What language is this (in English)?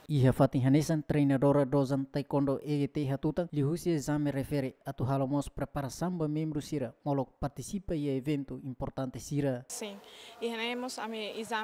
Tetum